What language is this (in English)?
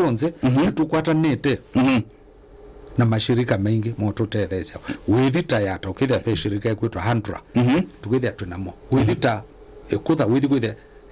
Kamba